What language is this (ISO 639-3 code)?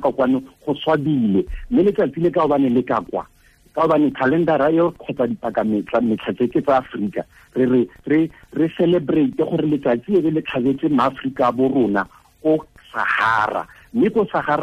tsn